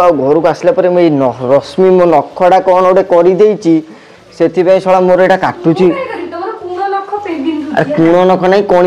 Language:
Odia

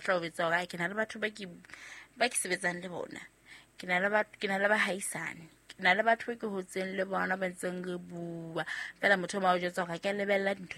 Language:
Southern Sotho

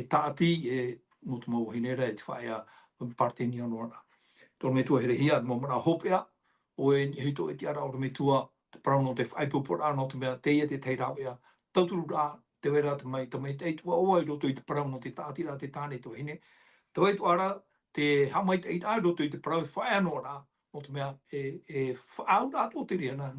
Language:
Tahitian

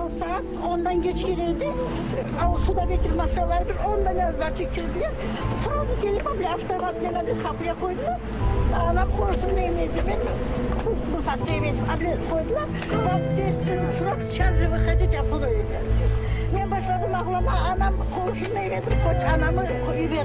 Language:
Crimean Tatar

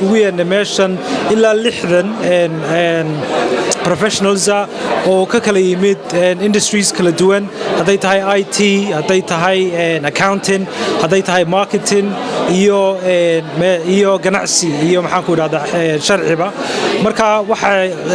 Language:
Somali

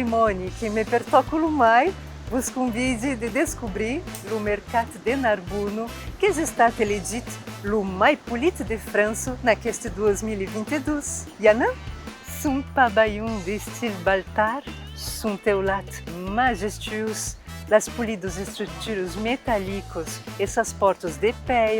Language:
Occitan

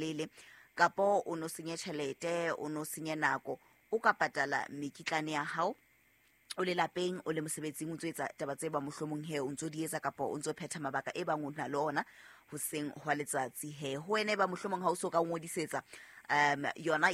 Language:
Southern Sotho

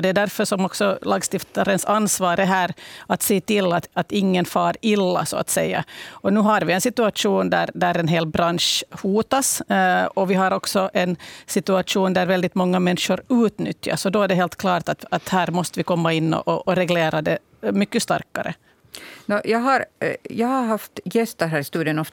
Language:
Swedish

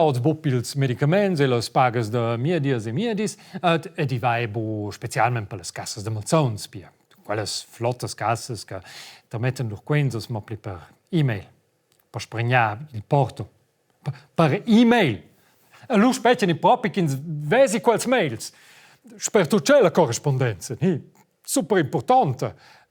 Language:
Romansh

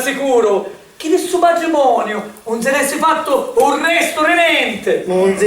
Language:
Sicilian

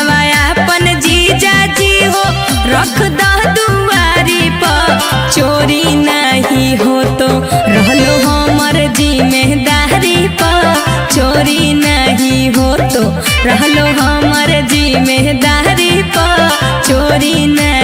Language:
Magahi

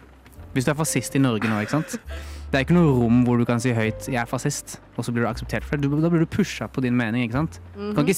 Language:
Norwegian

